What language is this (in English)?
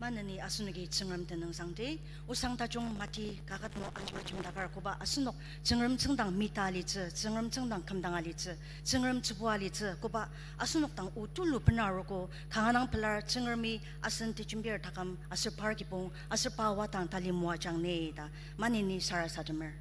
Ao Naga